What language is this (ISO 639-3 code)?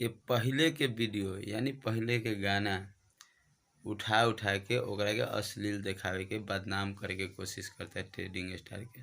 bho